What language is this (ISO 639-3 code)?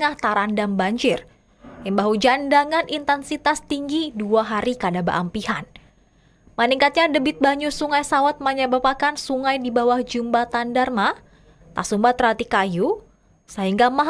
bjn